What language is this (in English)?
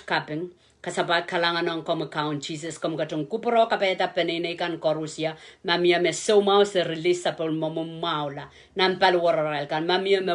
Pohnpeian